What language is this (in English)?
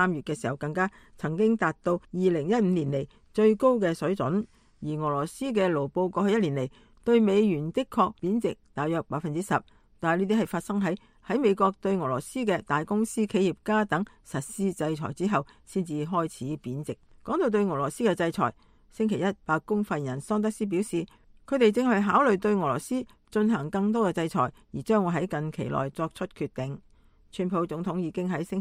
Cantonese